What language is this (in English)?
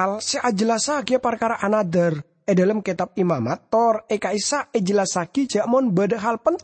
Madurese